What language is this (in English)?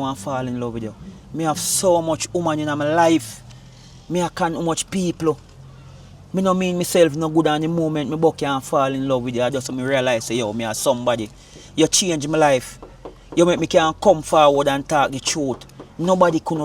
Jamaican Creole English